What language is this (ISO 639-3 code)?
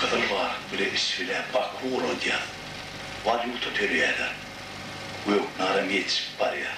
tuk